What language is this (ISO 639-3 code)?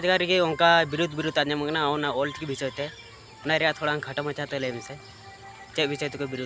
sat